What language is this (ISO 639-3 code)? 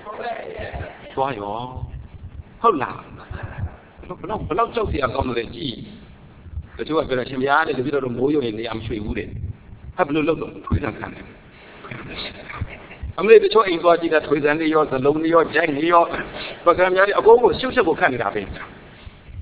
mya